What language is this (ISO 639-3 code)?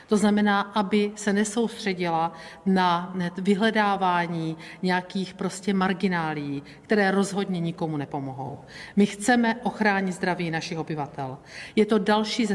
ces